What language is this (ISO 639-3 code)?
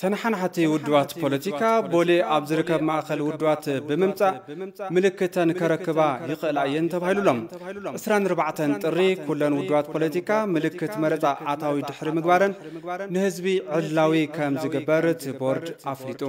tir